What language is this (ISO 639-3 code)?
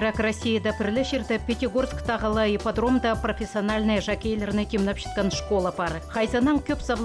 kjh